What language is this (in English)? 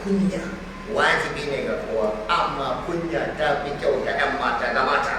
Hausa